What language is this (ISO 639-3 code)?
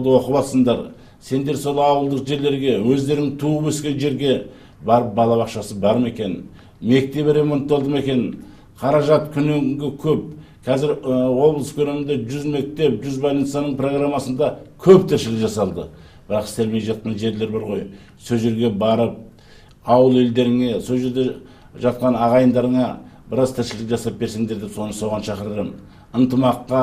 kaz